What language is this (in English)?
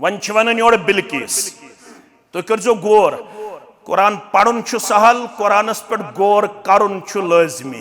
Kashmiri